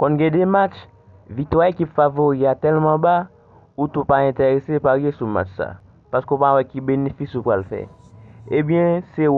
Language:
Haitian Creole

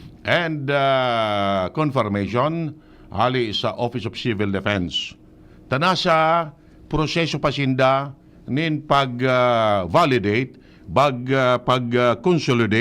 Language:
Bikol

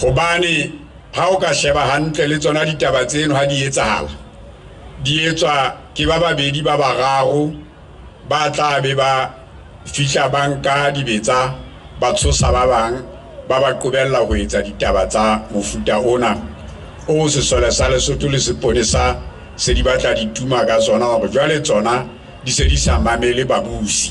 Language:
Southern Sotho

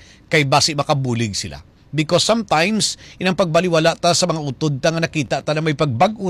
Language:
Hiligaynon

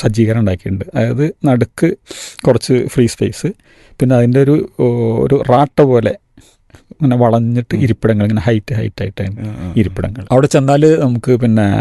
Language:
Malayalam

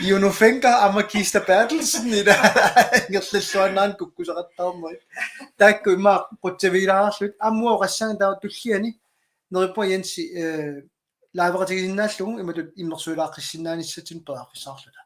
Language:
Kalaallisut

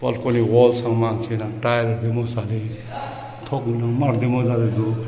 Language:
Ladakhi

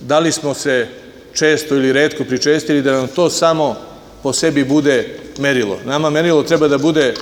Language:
Serbian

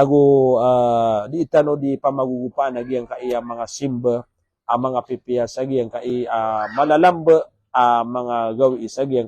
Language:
Maranao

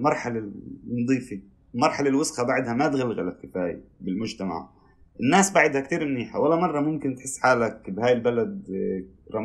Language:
North Levantine Arabic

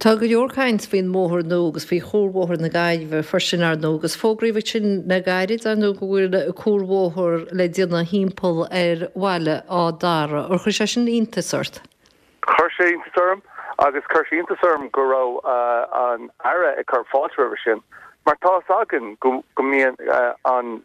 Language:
Irish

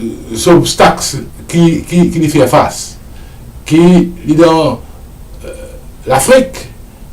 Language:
Morisyen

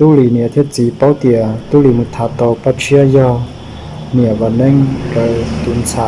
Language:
Hmong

